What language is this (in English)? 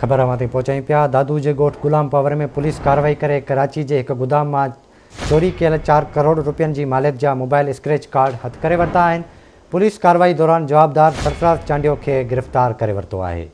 Sindhi